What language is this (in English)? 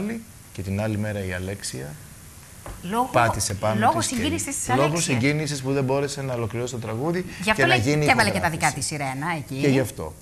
Greek